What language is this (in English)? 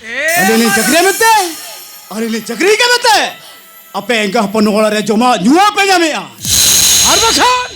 Santali